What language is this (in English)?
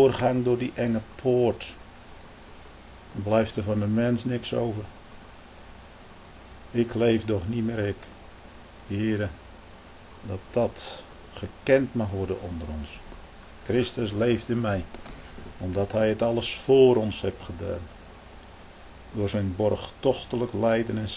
Dutch